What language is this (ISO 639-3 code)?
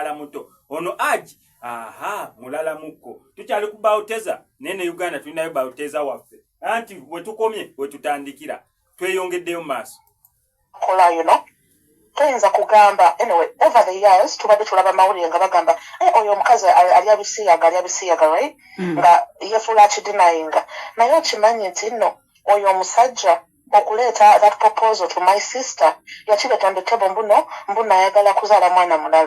lug